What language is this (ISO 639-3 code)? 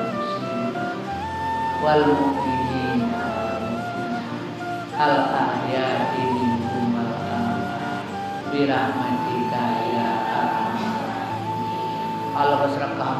min